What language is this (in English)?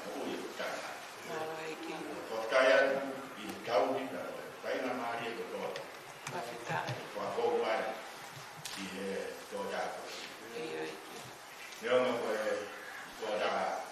Tongan